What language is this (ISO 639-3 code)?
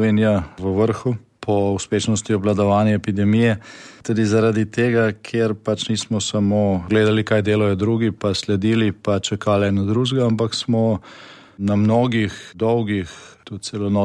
slv